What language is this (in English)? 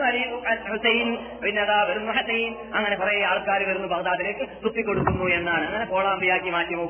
Malayalam